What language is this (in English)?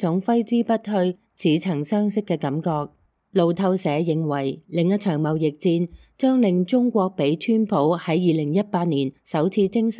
Cantonese